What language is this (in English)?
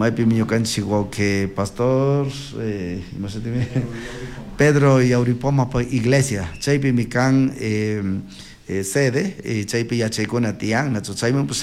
Chimborazo Highland Quichua